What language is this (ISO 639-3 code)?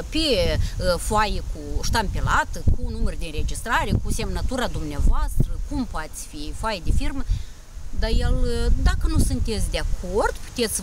ron